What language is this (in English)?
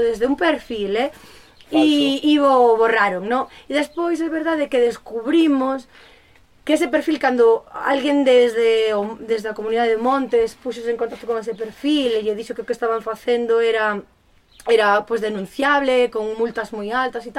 Galician